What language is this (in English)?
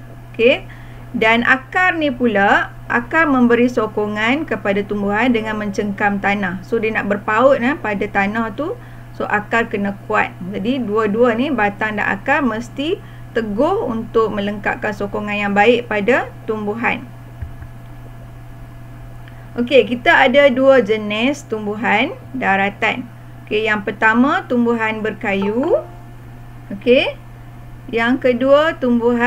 Malay